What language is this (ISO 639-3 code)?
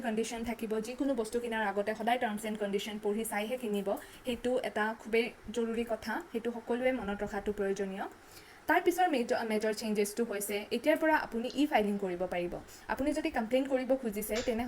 asm